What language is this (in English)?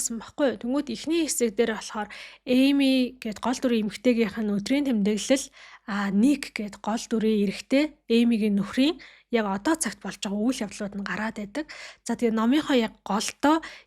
Mongolian